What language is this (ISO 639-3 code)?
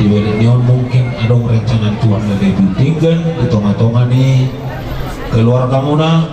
bbc